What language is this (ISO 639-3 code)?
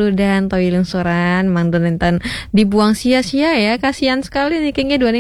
ban